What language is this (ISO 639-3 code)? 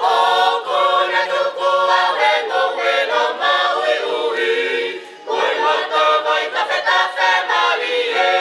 ton